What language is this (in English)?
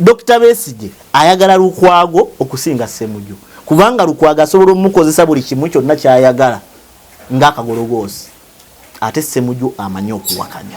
Ganda